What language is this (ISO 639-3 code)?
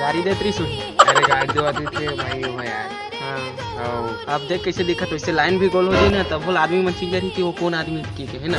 hne